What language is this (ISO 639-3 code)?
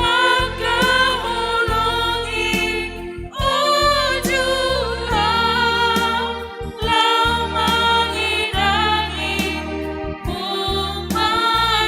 bts